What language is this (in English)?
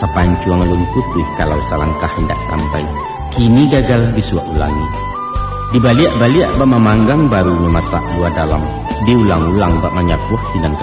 Minangkabau